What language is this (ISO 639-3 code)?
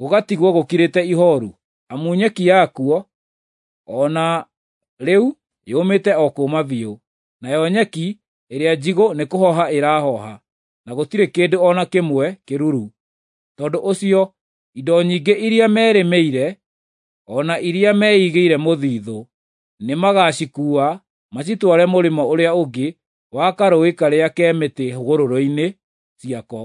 kik